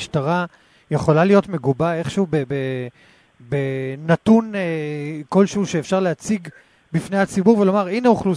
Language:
Hebrew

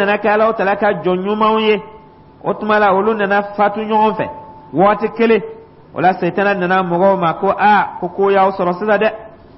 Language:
Dyula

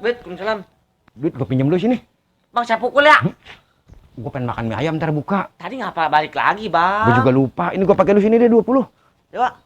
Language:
Betawi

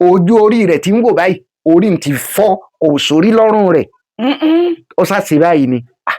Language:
Yoruba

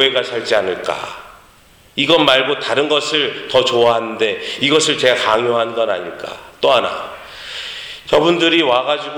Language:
Korean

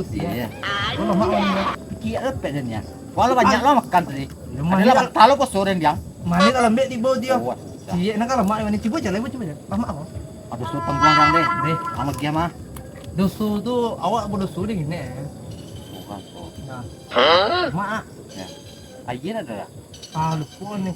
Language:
Minangkabau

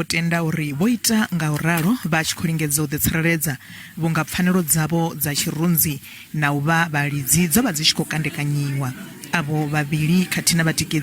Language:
Venda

